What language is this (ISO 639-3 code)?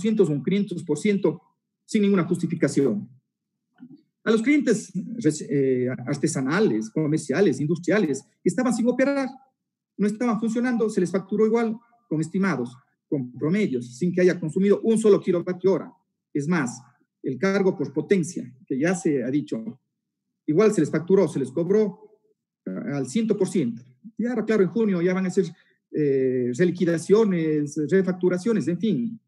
spa